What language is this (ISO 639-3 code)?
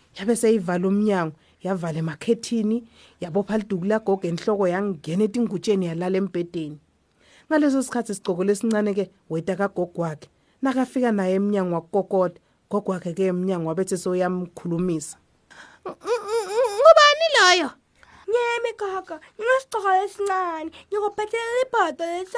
ssw